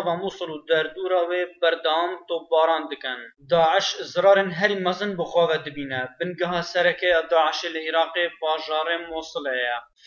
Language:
Kurdish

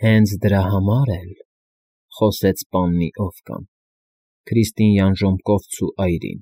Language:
Armenian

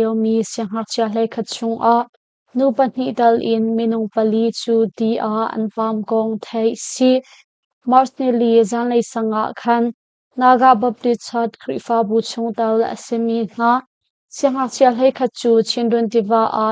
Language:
Hakha Chin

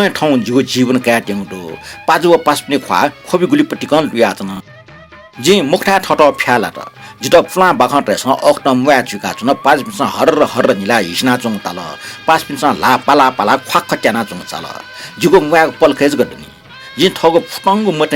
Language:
Newari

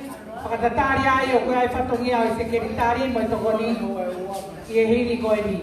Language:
Tongan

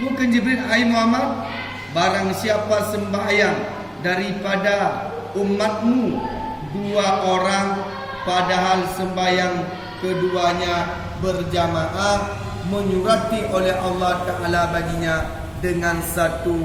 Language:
Achinese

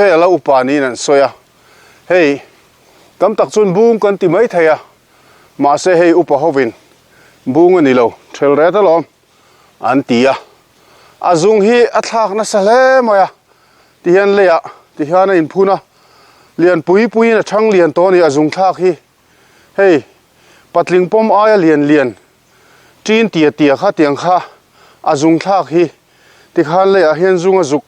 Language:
Mizo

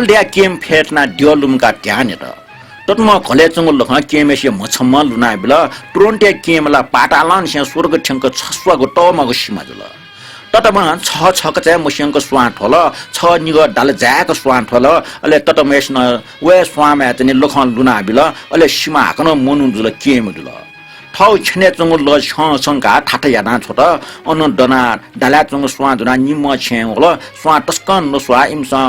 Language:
Newari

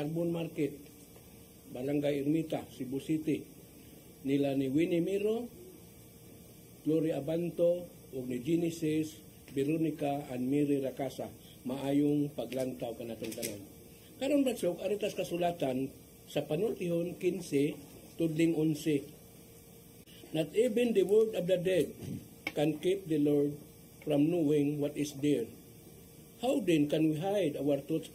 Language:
Cebuano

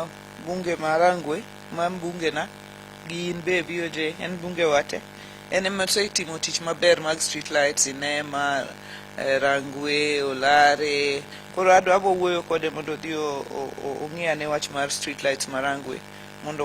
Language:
Luo (Kenya and Tanzania)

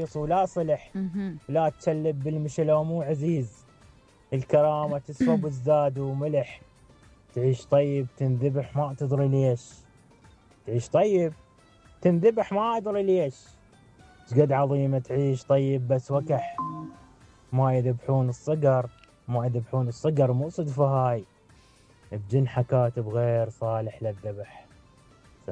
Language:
Mesopotamian Arabic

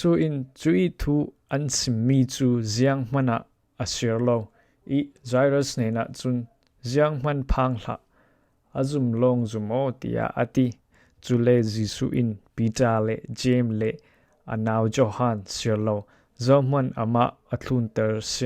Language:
Falam Chin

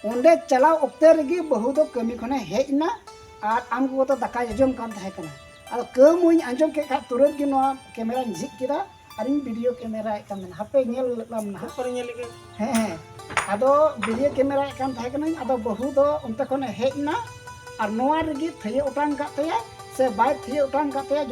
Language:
Santali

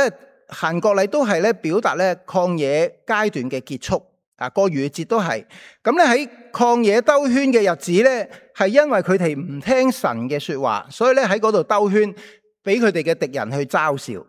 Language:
Cantonese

